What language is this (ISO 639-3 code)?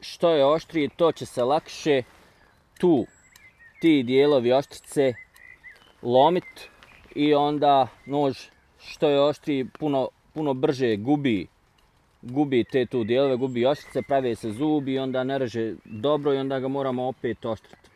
bos